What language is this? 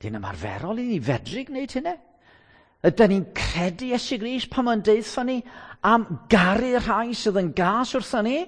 Welsh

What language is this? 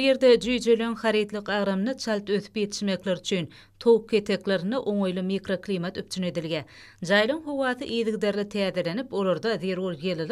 Turkmen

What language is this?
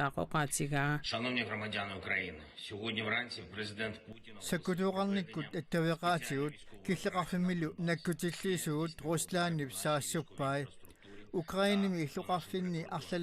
Kalaallisut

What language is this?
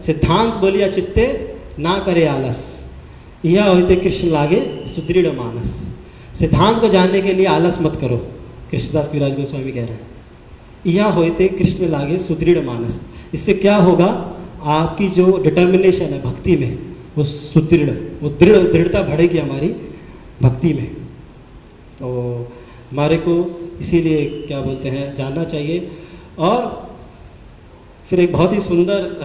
Hindi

